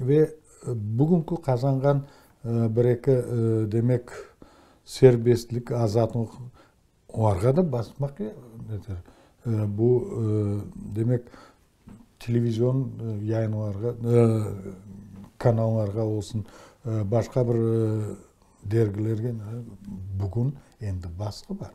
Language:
Crimean Tatar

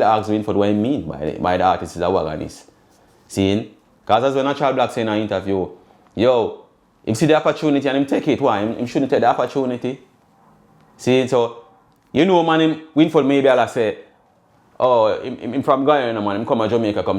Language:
Jamaican Creole English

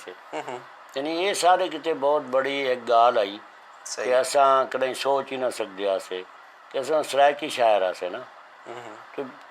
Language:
Saraiki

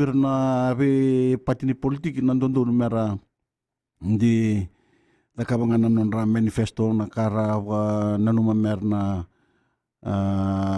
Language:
Fijian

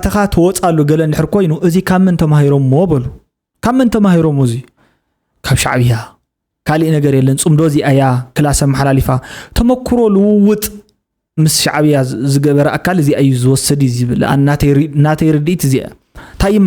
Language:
Tigrinya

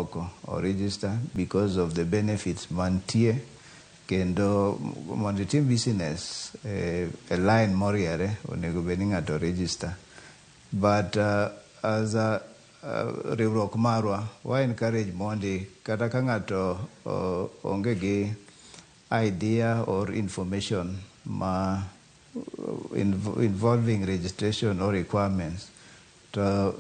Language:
Luo (Kenya and Tanzania)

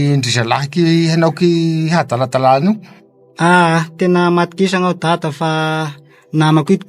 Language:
Malagasy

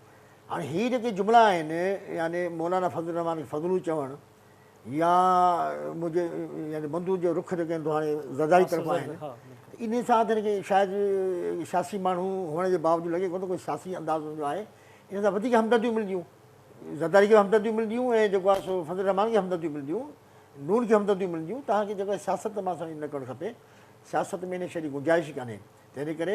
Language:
Sindhi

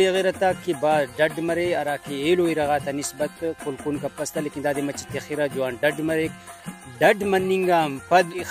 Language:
Brahui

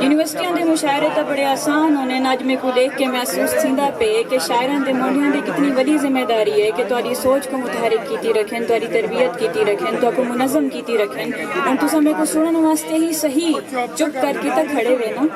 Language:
Saraiki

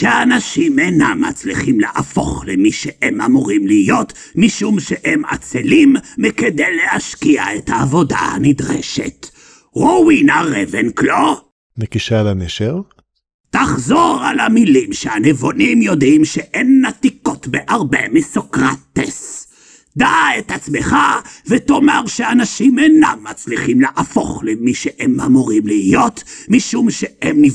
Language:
Hebrew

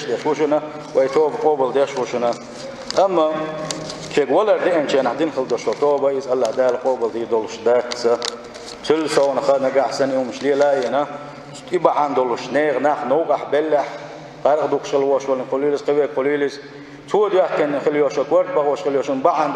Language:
Chechen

